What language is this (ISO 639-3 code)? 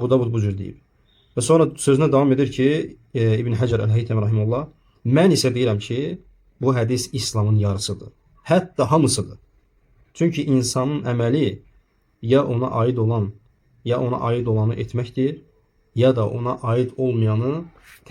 aze